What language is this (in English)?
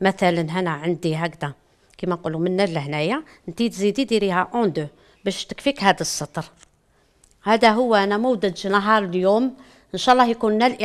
Algerian Arabic